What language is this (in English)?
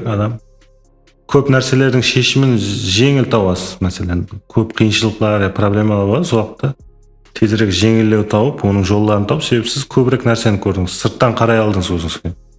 Kara-Kalpak